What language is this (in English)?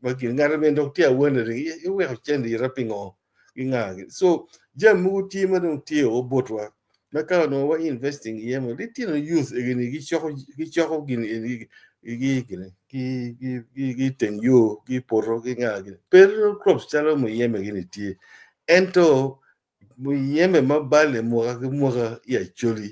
Acoli